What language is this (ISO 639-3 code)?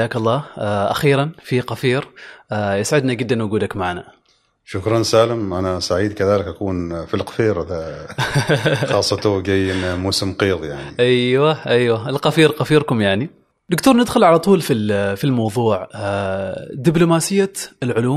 afb